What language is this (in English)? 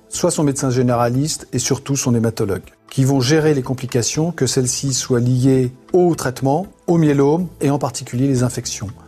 French